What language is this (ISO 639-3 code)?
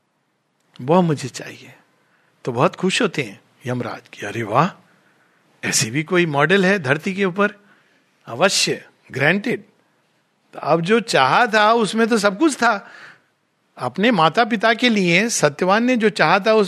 hin